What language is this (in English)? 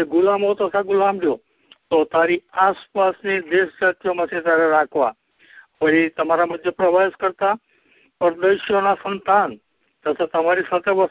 Gujarati